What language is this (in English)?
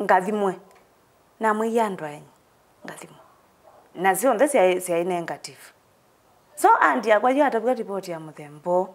Kamba